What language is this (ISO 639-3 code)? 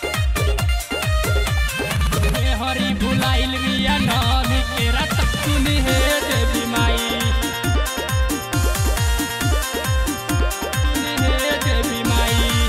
bho